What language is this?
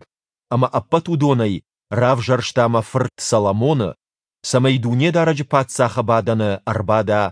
Ossetic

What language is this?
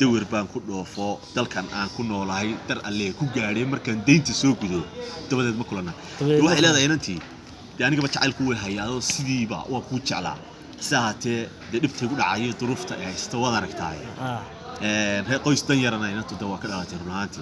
Somali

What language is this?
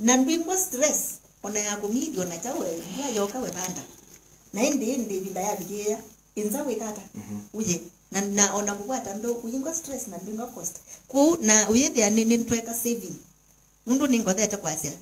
Kamba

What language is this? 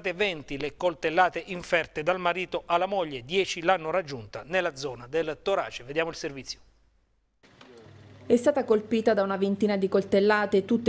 Italian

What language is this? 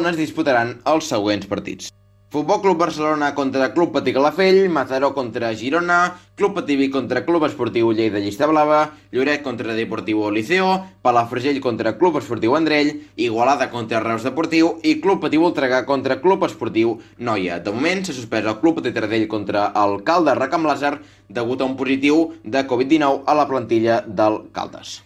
Catalan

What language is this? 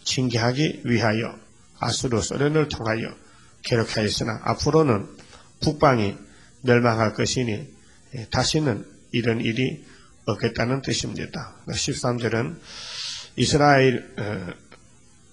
Korean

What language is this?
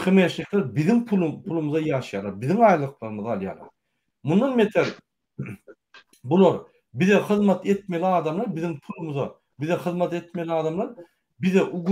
Turkmen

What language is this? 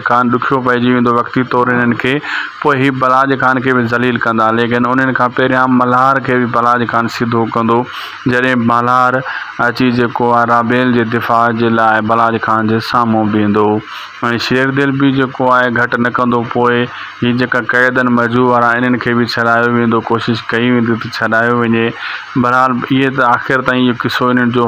Sindhi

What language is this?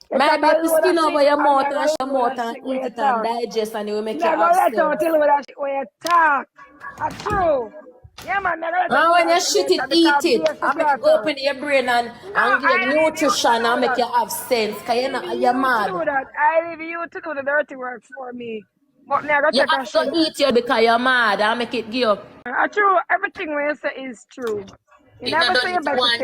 Jamaican Creole English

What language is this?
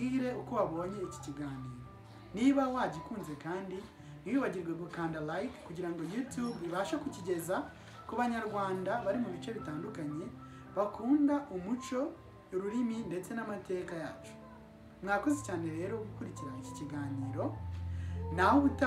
Kinyarwanda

